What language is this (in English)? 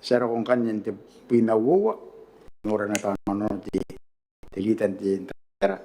Gilbertese